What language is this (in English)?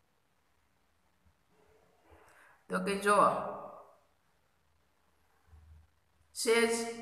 Gujarati